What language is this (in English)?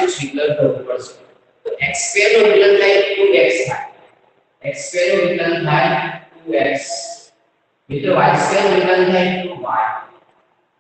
Gujarati